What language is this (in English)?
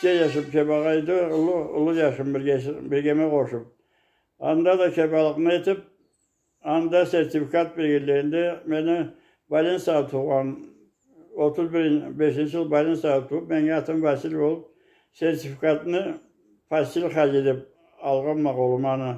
Karachay-Balkar